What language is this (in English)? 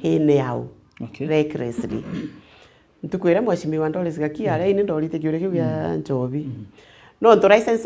Meru